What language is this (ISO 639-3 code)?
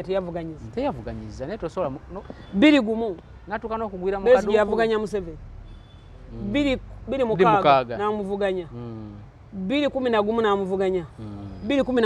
lug